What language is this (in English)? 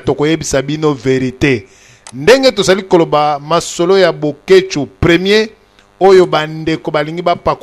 Lingala